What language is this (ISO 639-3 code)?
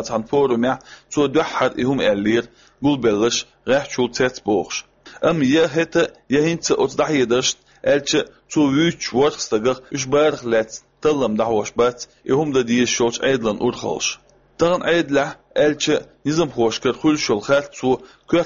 che